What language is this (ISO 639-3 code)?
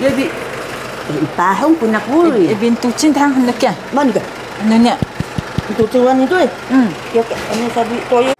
trv